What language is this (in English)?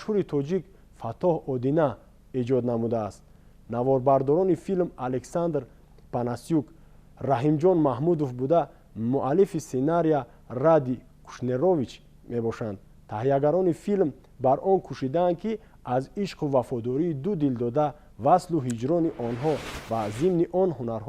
Tajik